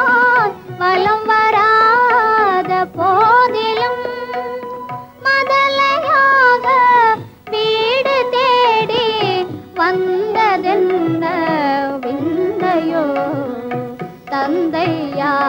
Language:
Tamil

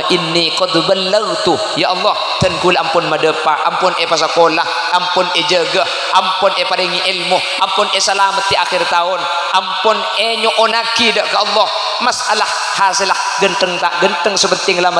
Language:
Madurese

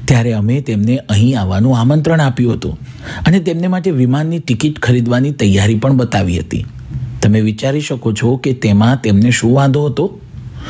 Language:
Gujarati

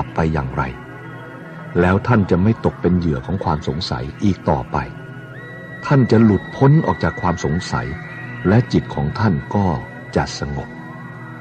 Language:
Thai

